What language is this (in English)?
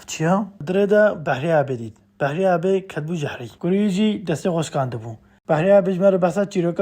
Kurdish